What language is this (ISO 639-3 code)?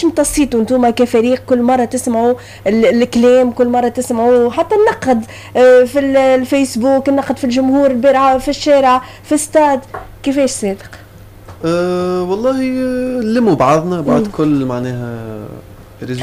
aeb